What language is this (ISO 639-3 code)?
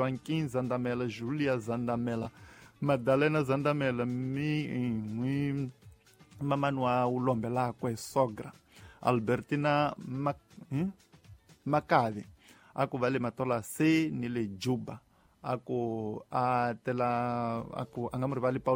tso